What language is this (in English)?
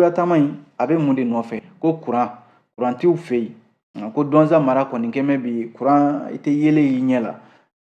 Bambara